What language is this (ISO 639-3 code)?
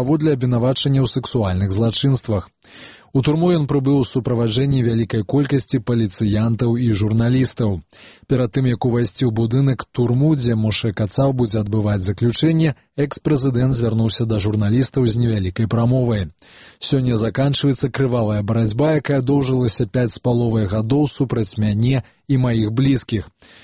bel